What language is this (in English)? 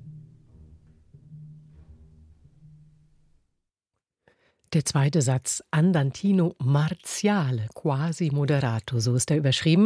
German